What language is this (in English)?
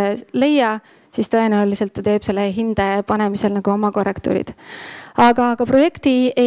Estonian